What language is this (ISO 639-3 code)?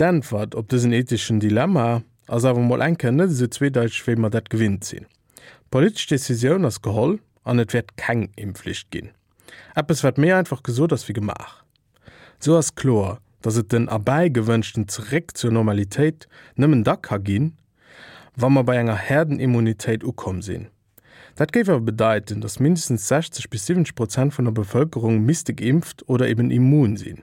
ltz